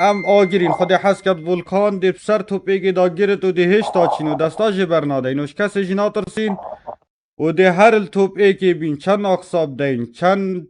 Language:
Kurdish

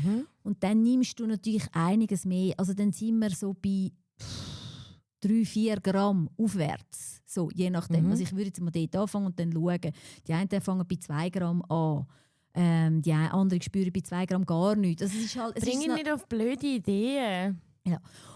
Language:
Swiss German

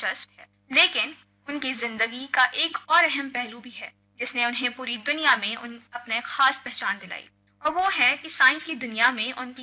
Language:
Urdu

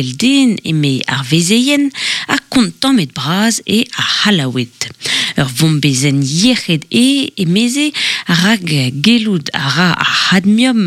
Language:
Breton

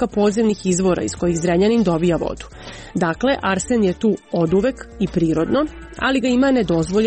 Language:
Serbian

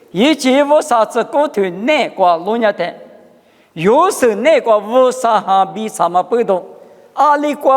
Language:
Lisu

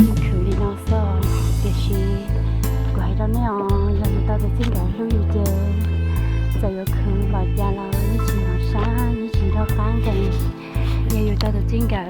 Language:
Hmong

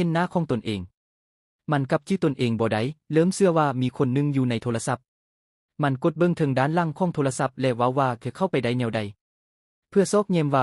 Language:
Lao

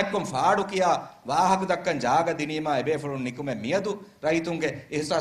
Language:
Divehi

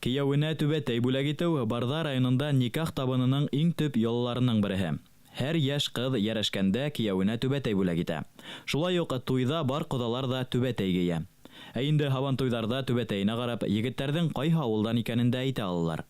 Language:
Bashkir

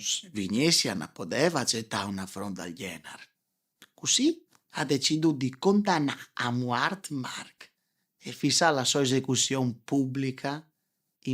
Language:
Friulian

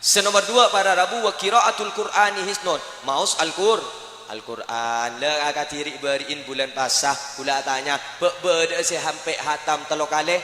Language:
Madurese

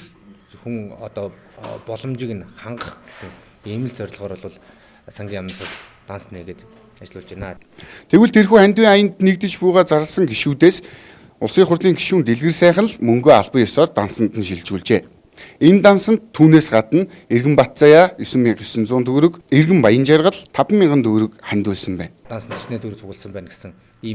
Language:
Mongolian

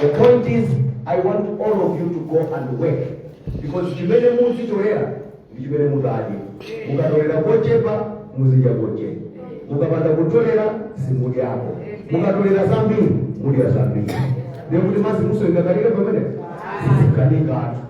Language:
Nyanja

